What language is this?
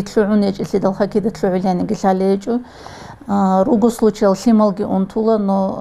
Avaric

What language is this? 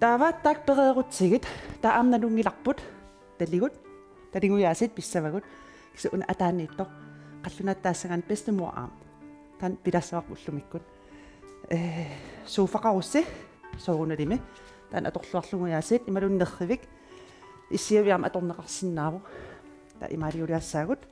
Kalaallisut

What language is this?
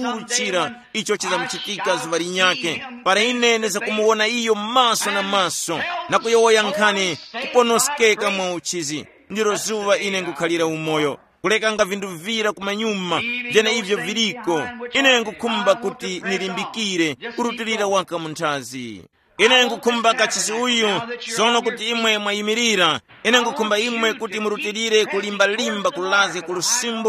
Tumbuka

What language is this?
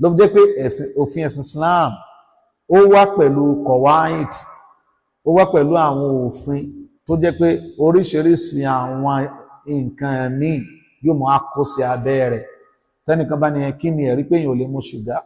Yoruba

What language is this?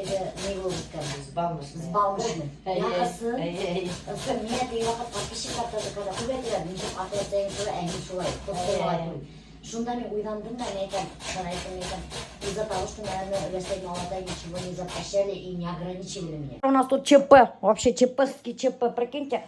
Bashkir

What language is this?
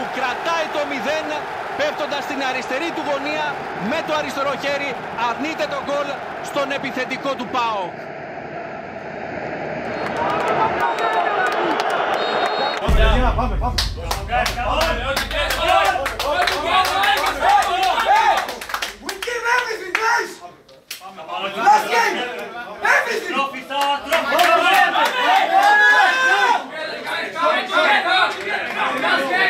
Greek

